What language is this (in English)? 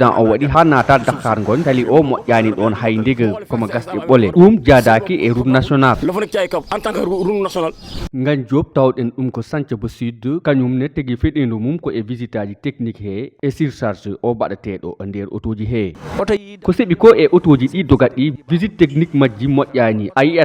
Fula